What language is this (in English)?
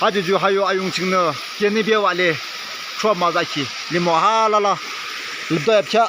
Yimchungru Naga